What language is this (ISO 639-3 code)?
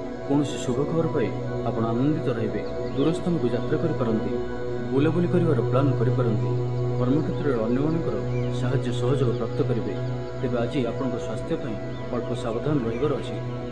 ori